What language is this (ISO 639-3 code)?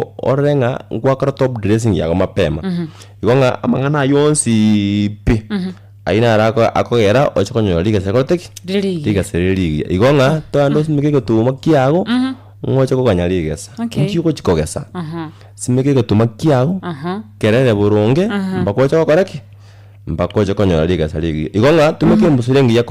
guz